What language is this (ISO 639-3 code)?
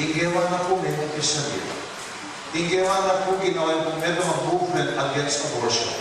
pam